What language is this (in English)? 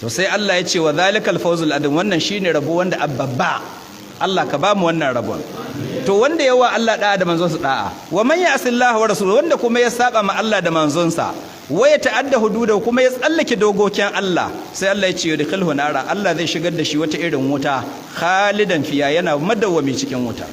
Hausa